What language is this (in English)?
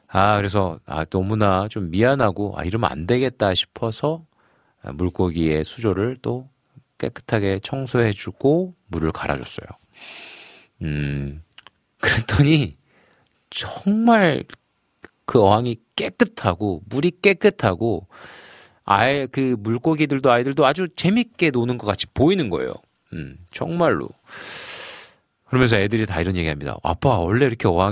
Korean